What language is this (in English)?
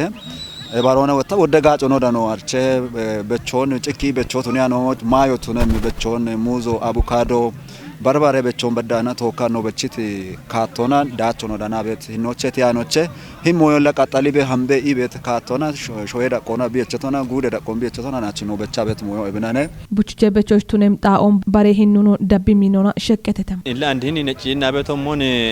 Kafa